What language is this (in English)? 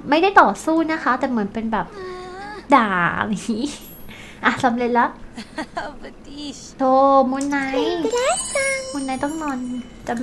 Thai